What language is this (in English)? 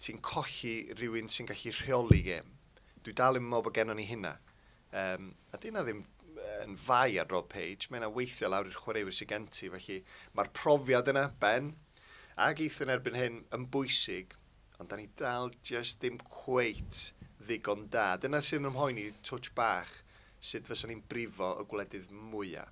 Welsh